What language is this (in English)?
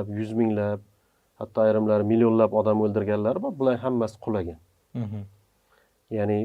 Uzbek